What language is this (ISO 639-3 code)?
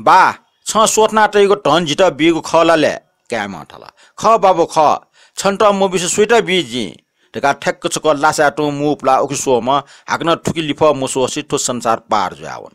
new